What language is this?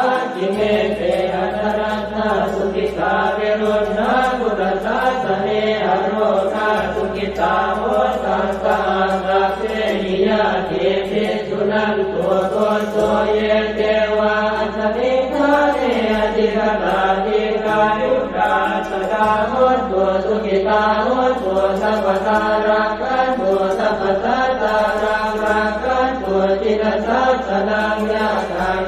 Pali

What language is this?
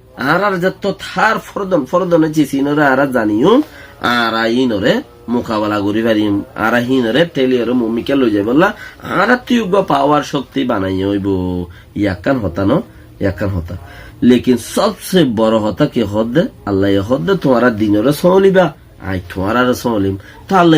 Rohingya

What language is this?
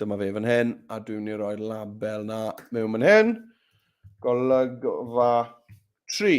Welsh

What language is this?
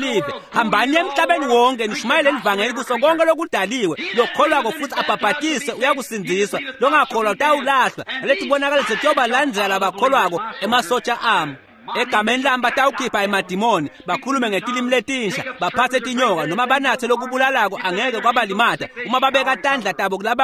Swati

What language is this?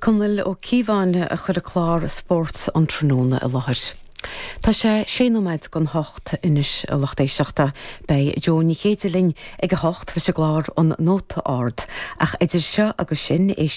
Irish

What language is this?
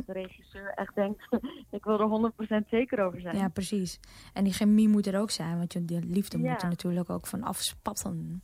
Dutch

